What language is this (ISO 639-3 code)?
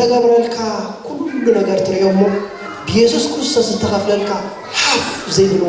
tir